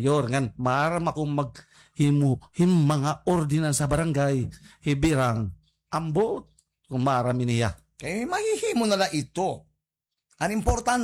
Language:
Waray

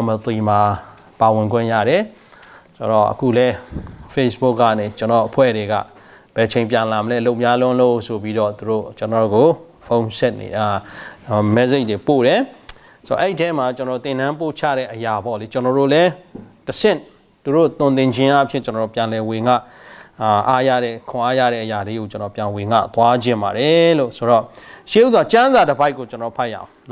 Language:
Burmese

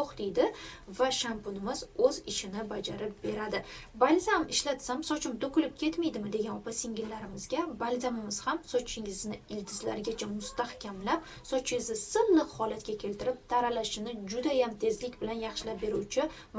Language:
Uzbek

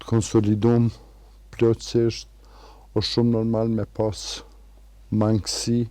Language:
Albanian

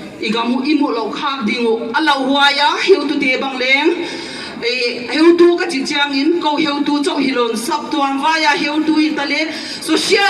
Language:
Paite Chin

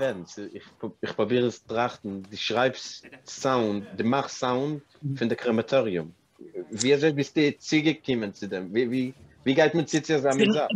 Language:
Yiddish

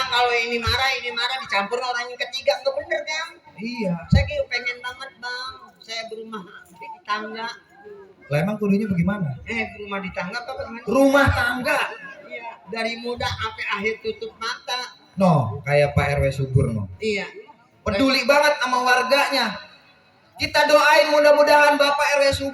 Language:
Betawi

